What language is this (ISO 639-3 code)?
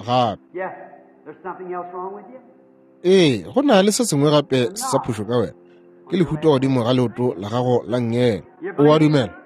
nso